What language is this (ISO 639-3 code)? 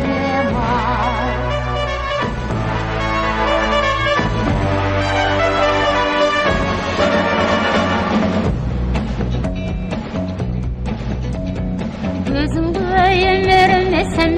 kaz